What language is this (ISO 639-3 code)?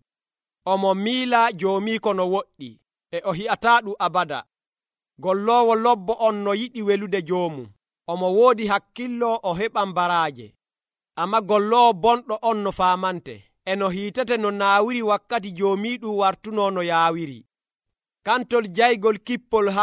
fuv